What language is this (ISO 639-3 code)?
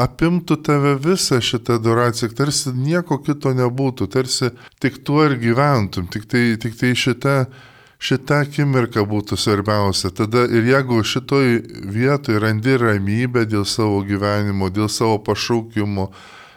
lit